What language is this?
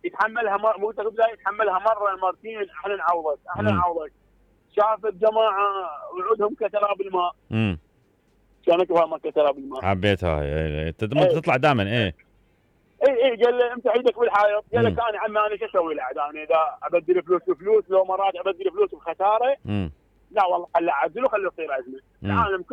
Mesopotamian Arabic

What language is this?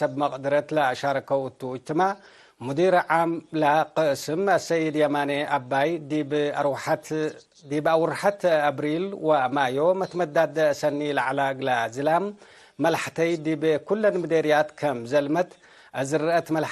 Tigre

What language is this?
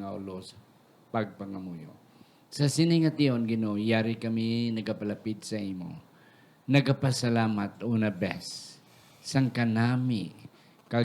Hiligaynon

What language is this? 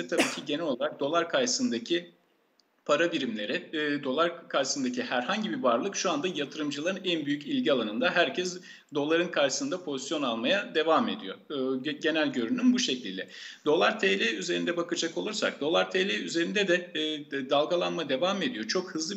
Turkish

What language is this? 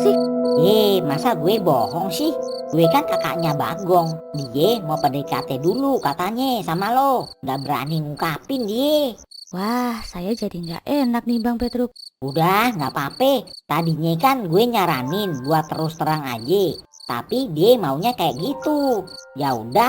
Betawi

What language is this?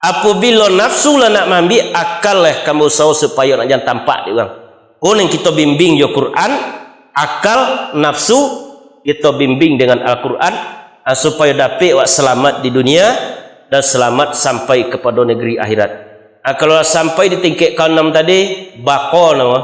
Minangkabau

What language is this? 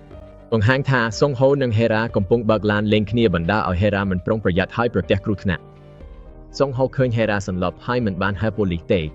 Khmer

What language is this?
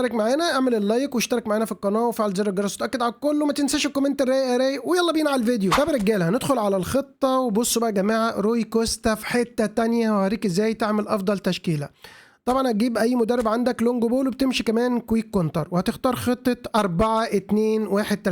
Egyptian Arabic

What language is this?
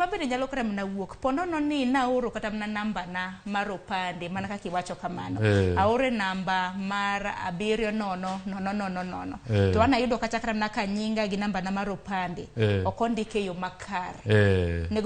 Luo (Kenya and Tanzania)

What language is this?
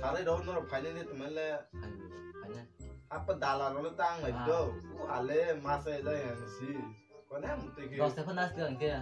Kok Borok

